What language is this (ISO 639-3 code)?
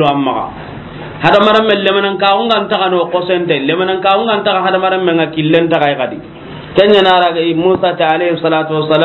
snk